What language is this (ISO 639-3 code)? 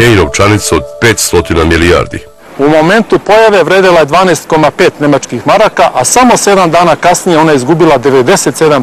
srp